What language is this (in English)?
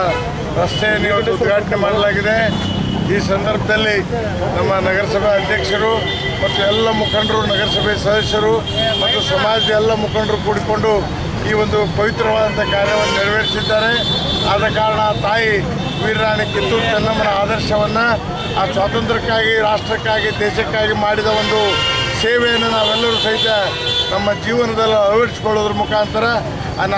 Kannada